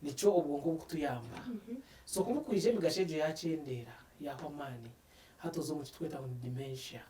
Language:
Nyankole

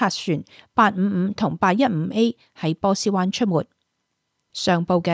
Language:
Cantonese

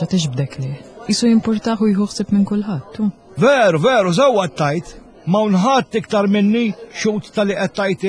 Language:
Maltese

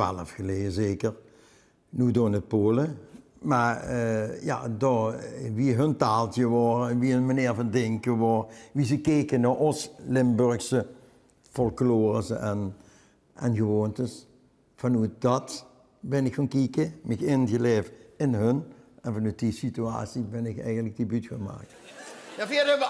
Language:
Limburgish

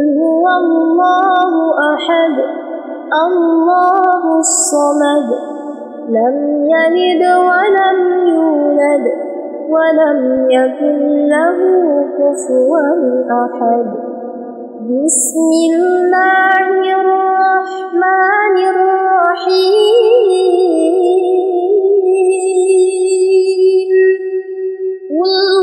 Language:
Arabic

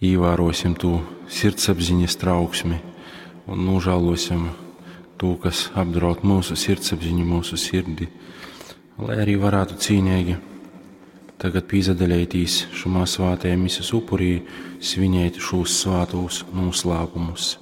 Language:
Latgalian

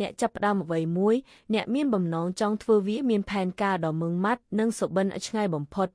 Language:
Khmer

